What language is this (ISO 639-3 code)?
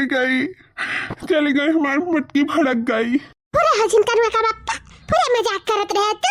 awa